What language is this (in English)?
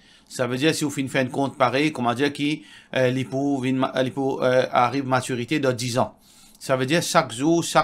Morisyen